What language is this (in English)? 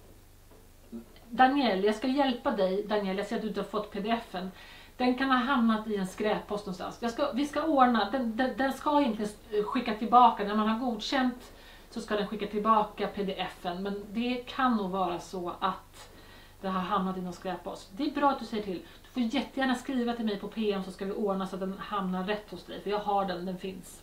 Swedish